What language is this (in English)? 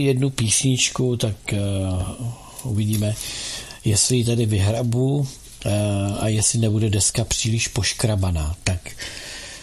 Czech